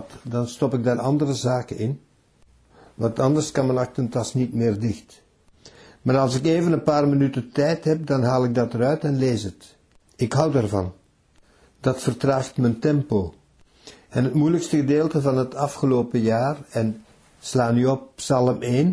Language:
Dutch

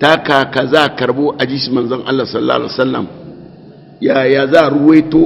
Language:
Hausa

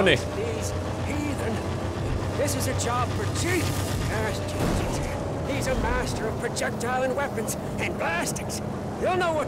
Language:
Bavarian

